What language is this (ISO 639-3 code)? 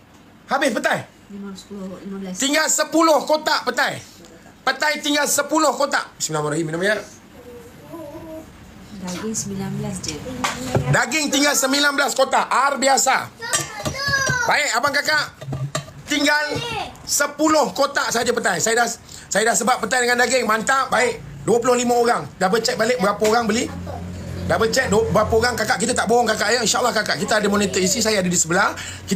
msa